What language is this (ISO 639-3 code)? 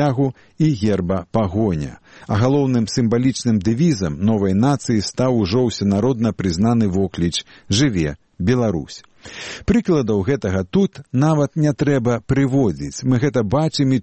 bel